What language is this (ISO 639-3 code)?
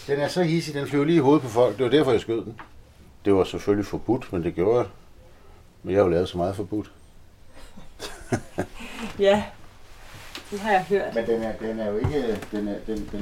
dan